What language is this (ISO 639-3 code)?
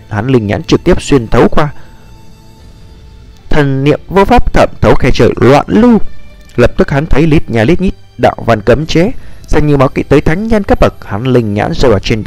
vie